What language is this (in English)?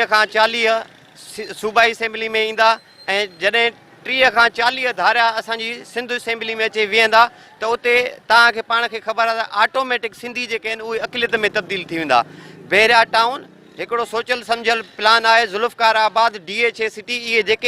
Sindhi